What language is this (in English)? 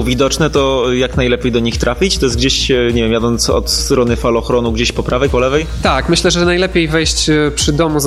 Polish